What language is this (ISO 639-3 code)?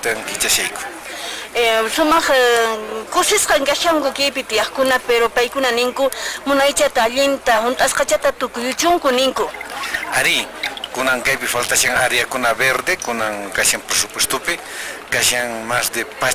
que